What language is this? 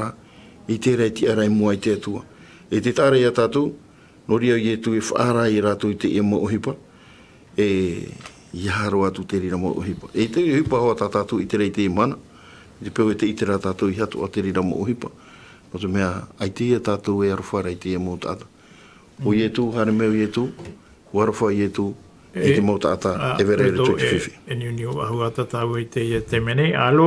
Tahitian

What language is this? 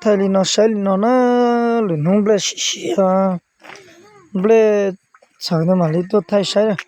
Hmong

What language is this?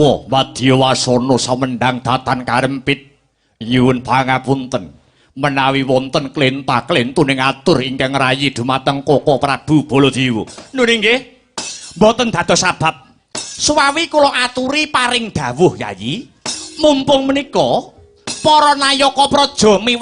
Javanese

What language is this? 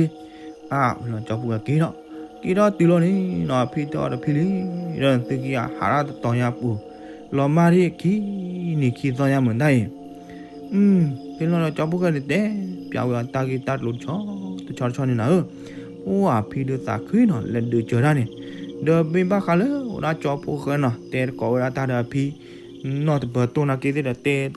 S'gaw Karen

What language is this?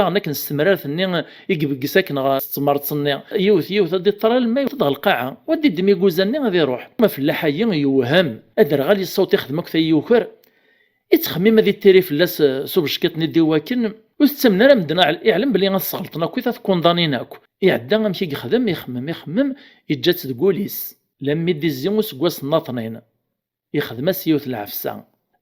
Kabyle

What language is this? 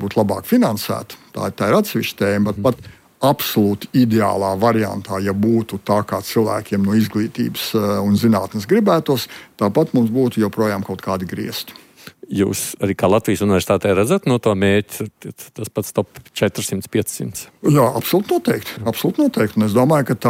Latvian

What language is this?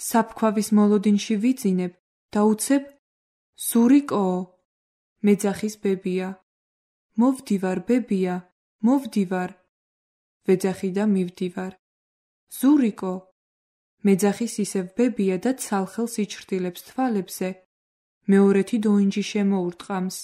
Georgian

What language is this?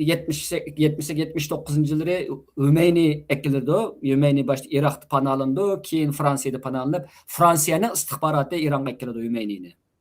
Uyghur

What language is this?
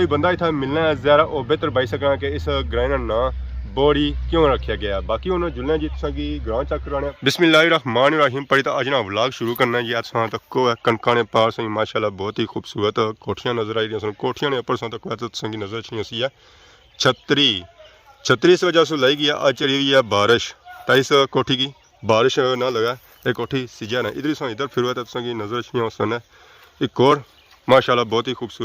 Pahari-Potwari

